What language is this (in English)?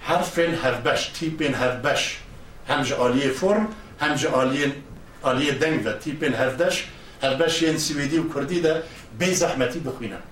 Kurdish